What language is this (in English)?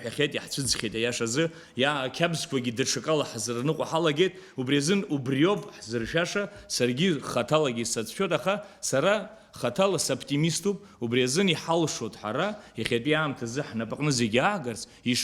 Abkhazian